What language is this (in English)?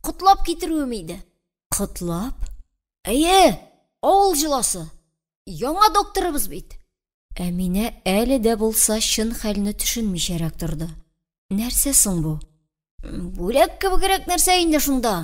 Tatar